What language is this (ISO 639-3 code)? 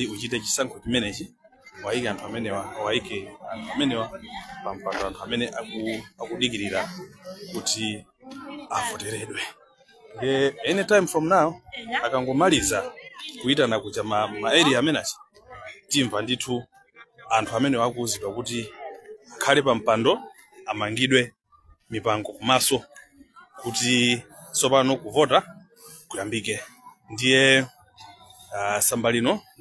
nya